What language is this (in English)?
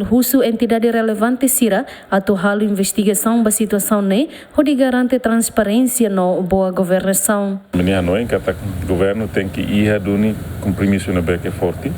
Tetum